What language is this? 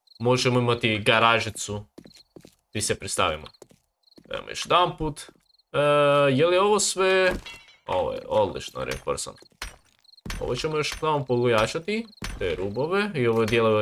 Croatian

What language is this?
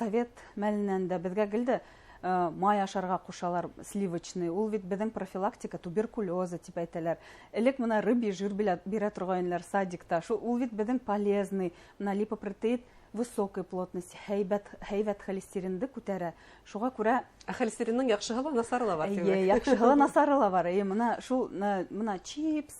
Bashkir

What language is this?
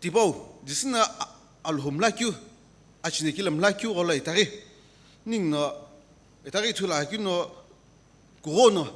Sumi Naga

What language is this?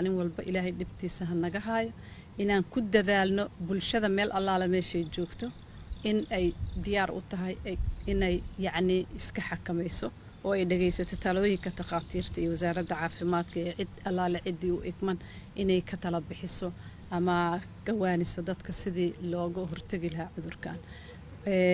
Somali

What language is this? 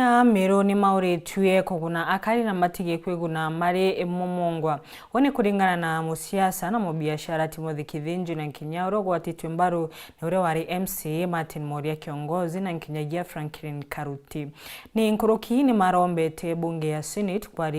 Meru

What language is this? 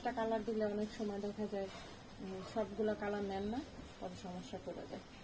Bangla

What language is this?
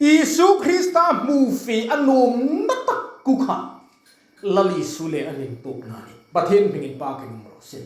Hmar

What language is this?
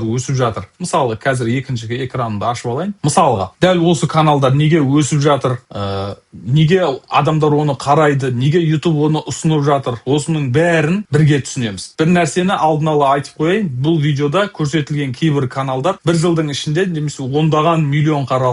Kazakh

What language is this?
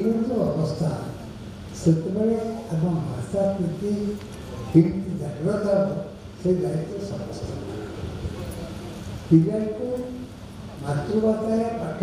Odia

